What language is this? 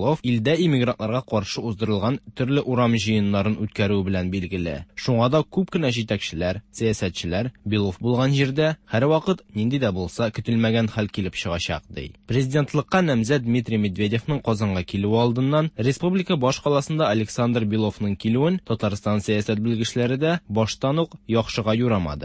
Tatar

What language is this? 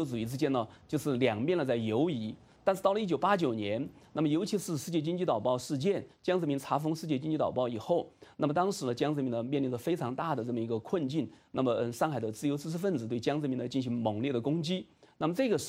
Chinese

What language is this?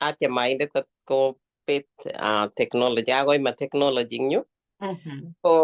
Kalenjin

